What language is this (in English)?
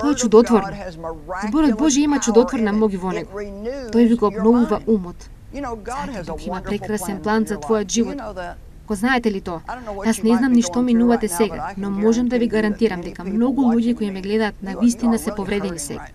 Macedonian